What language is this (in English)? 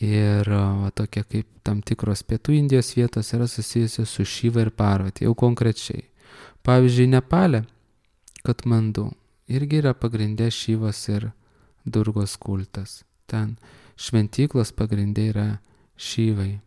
Lithuanian